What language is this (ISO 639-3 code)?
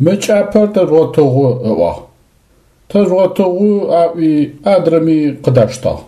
ady